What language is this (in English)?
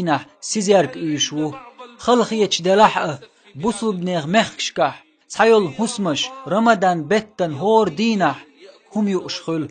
Chechen